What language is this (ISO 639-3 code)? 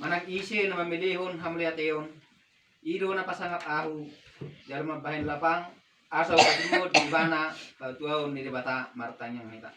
bbc